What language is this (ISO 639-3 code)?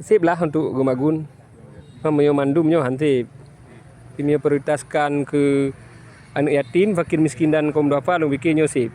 ace